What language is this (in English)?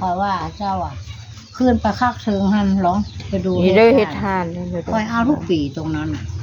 Northeastern Thai